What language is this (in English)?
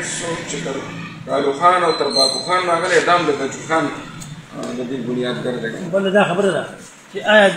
Pashto